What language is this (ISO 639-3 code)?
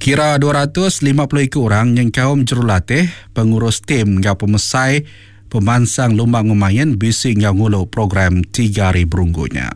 iba